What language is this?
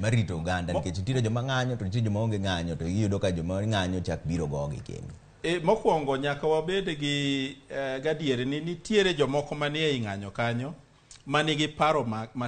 Luo (Kenya and Tanzania)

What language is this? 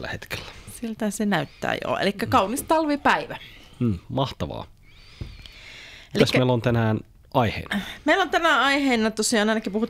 Finnish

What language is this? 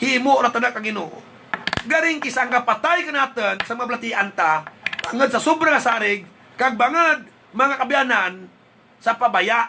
Hiligaynon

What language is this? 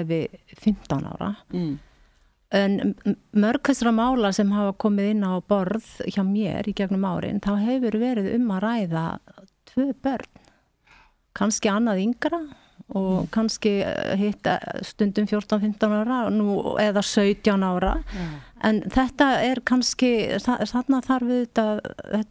Icelandic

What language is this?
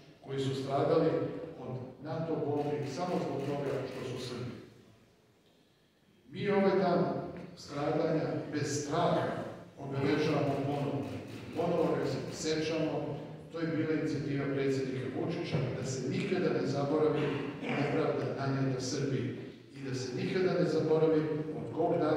Serbian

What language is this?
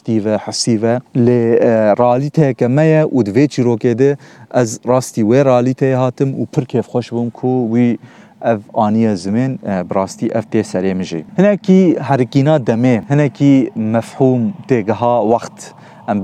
Kurdish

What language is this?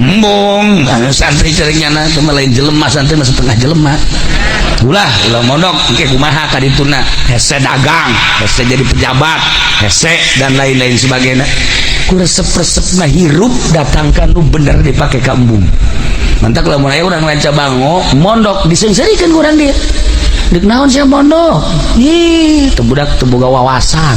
Sundanese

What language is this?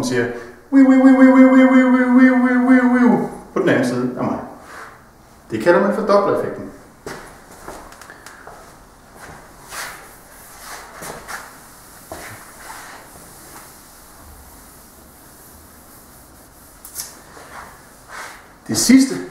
Danish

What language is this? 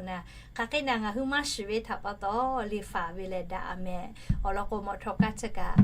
Lahu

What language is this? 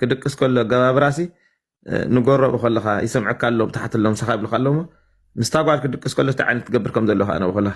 Tigrinya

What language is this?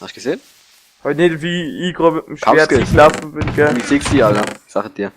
Bavarian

